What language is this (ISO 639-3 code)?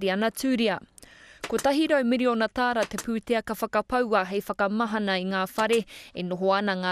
mri